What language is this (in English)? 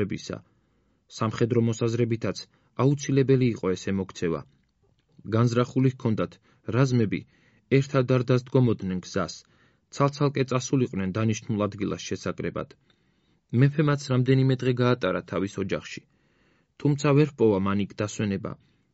Georgian